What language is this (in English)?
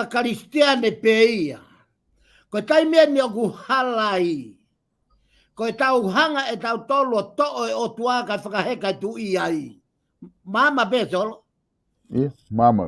Tongan